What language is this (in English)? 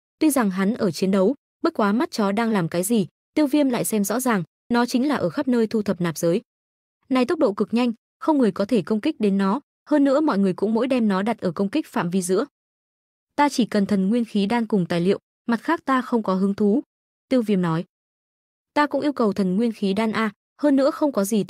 Vietnamese